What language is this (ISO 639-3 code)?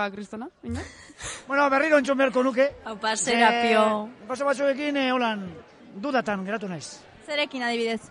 eus